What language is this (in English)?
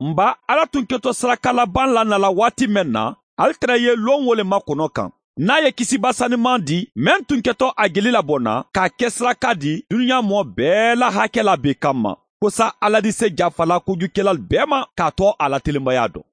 Mandingo